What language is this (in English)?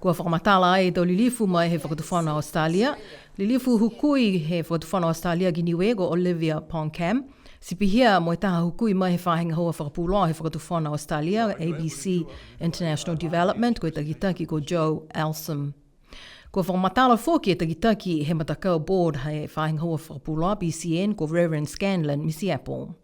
Niuean